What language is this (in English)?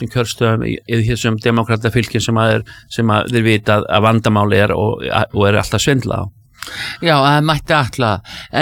Icelandic